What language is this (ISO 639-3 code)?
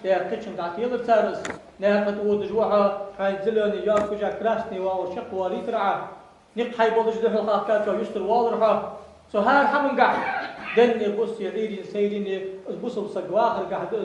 inh